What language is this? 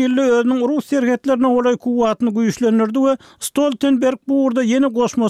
Turkmen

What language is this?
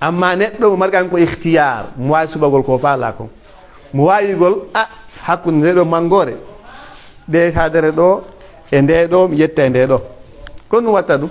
Pular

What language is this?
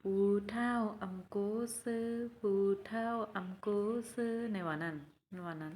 Shan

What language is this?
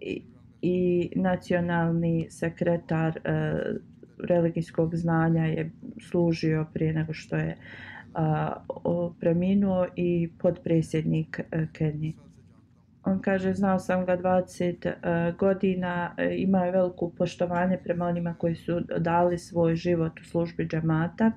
Bosnian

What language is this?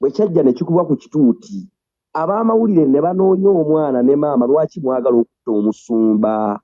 Ganda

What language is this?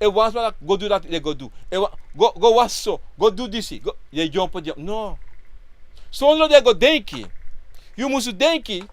Sranan Tongo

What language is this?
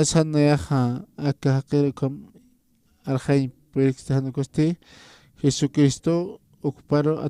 Aymara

